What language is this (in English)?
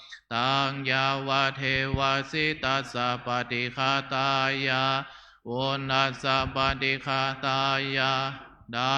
Pali